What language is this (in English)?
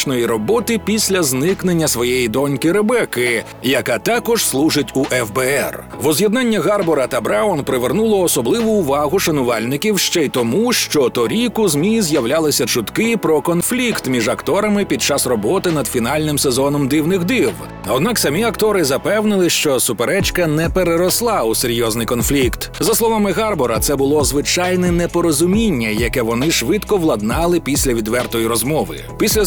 Ukrainian